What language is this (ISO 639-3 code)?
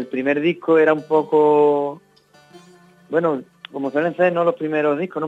spa